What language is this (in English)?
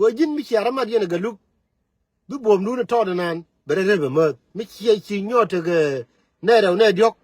Nuer